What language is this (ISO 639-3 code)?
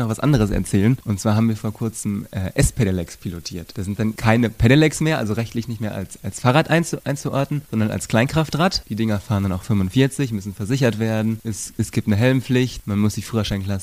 deu